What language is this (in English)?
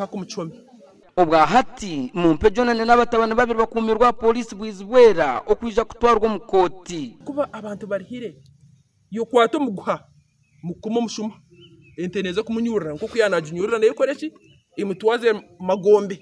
Nyankole